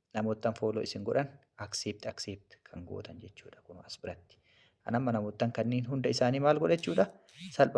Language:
Oromo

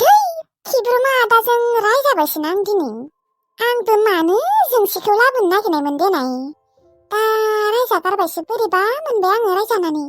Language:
Bodo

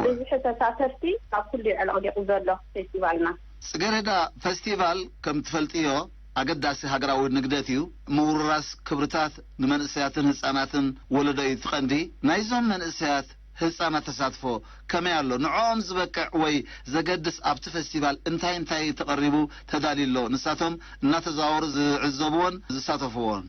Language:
Tigrinya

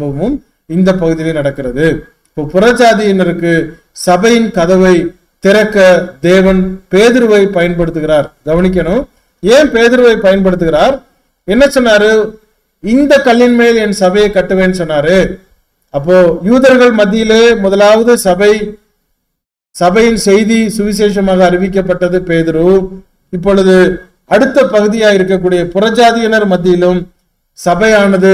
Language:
Tamil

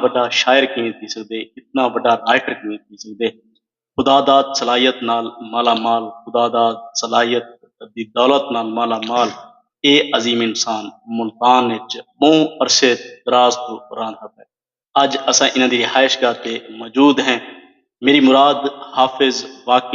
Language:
Saraiki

